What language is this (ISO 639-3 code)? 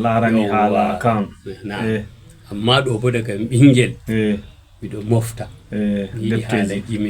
ful